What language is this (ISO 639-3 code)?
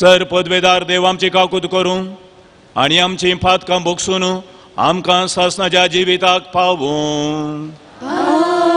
kok